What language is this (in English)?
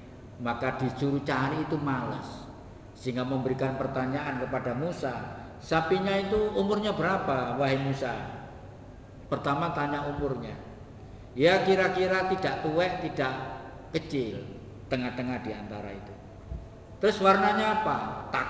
Indonesian